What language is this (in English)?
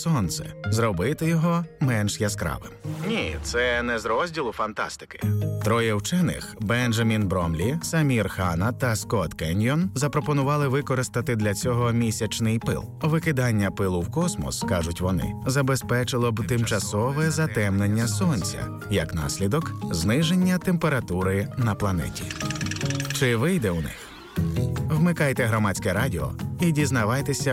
Ukrainian